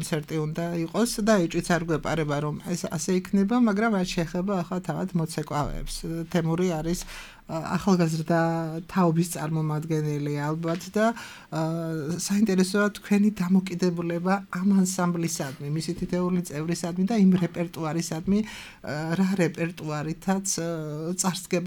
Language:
Georgian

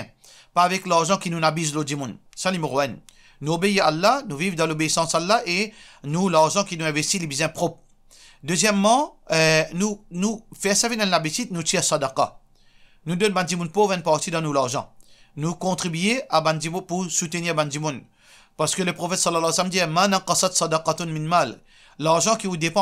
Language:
Morisyen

